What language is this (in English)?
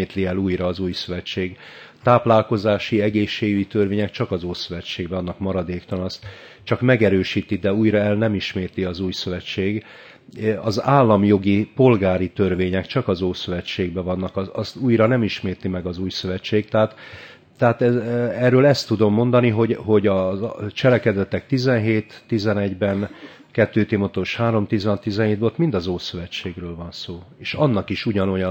Hungarian